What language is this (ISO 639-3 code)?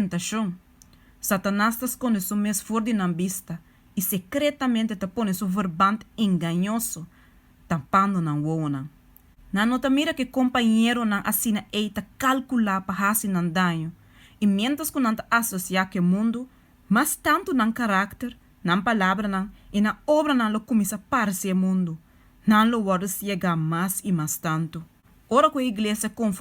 pap